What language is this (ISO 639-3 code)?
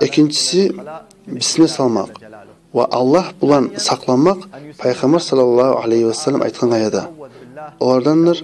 kum